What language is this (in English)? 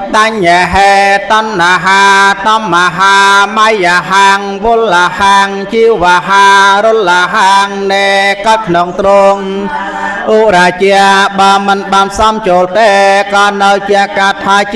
Khmer